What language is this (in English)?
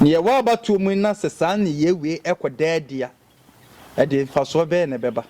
Akan